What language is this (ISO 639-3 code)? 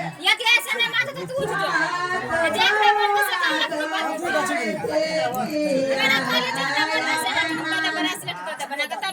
mai